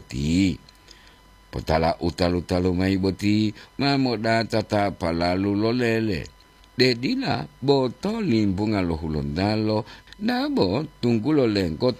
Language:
Gorontalo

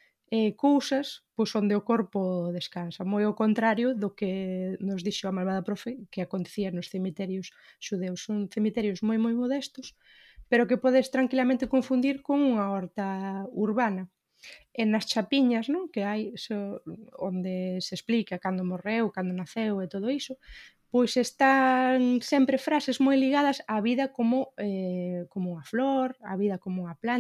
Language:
Galician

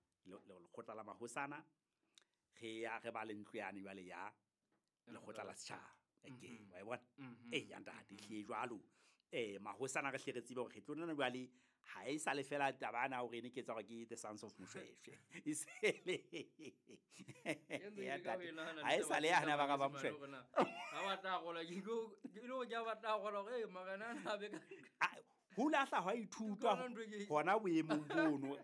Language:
Southern Sotho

